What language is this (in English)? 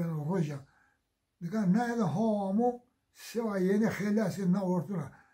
Zaza